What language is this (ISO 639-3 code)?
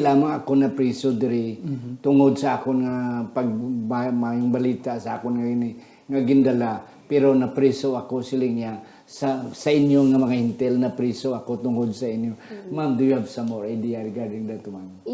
hil